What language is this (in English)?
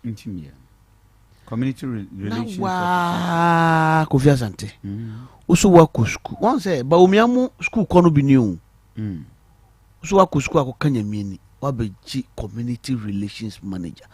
Akan